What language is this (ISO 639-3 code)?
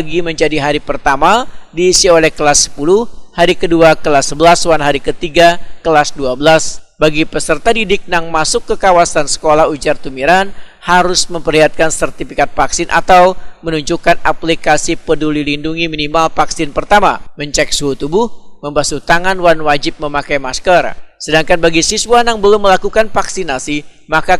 bjn